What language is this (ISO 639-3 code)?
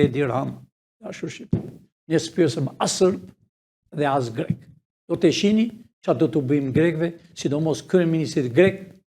sqi